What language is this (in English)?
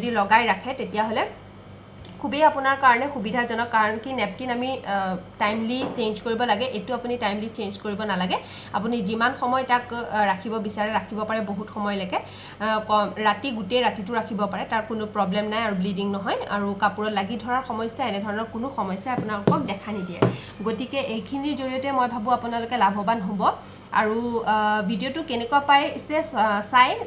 Assamese